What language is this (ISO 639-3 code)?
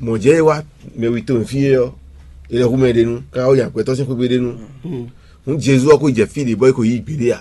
fon